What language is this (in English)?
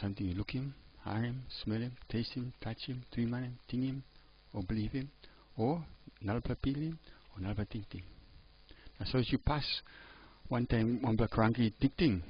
Tok Pisin